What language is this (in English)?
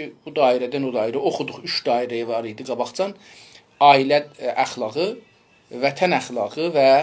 South Azerbaijani